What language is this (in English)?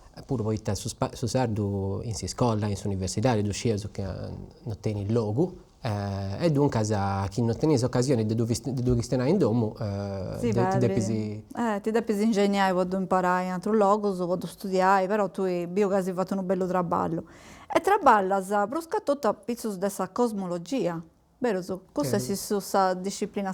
Sardinian